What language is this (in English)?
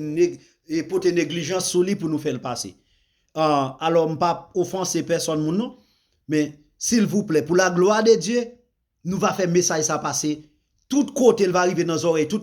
Haitian Creole